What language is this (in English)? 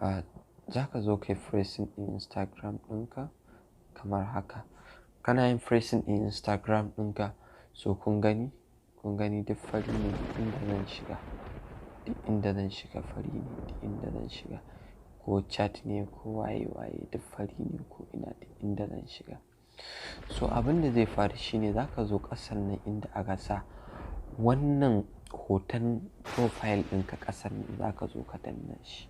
Hausa